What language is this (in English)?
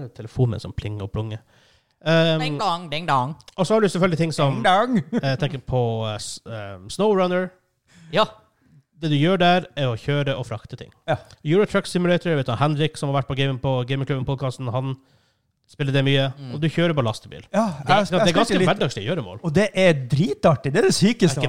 Norwegian